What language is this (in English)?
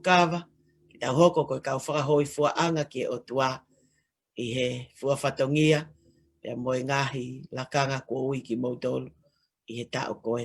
Tongan